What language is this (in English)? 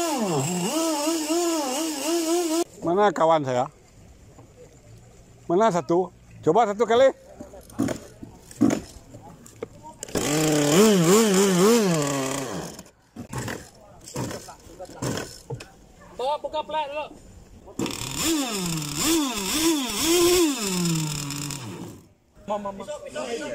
Malay